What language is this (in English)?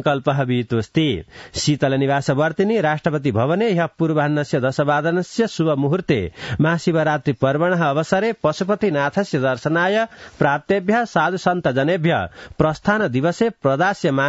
Sanskrit